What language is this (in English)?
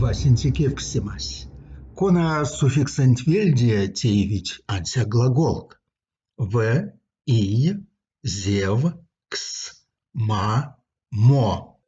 Erzya